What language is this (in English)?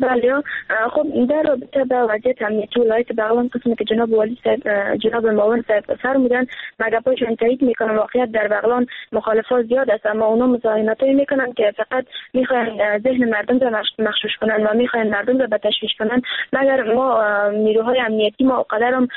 Persian